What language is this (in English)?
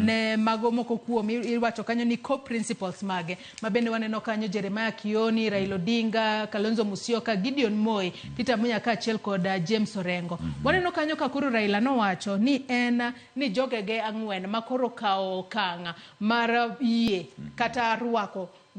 Luo (Kenya and Tanzania)